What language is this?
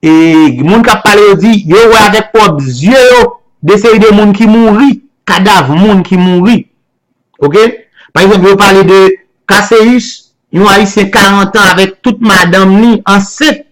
Haitian Creole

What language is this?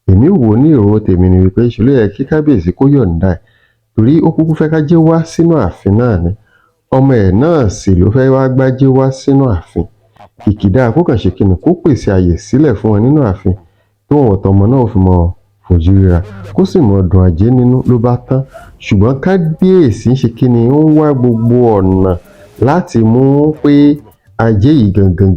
Yoruba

